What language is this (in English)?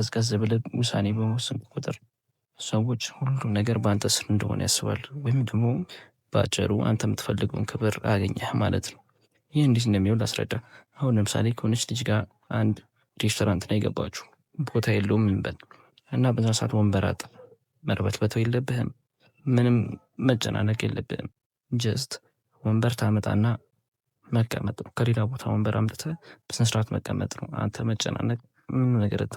Amharic